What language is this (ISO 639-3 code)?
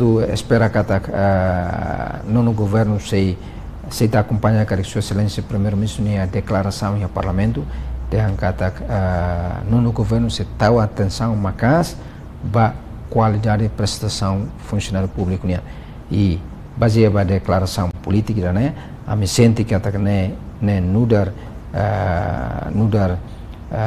tet